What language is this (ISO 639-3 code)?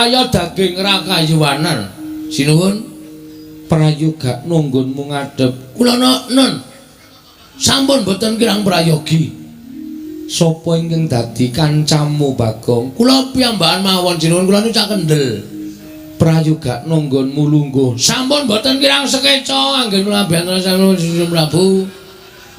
jav